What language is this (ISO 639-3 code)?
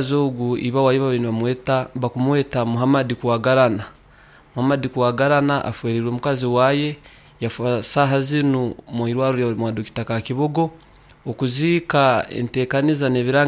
nyo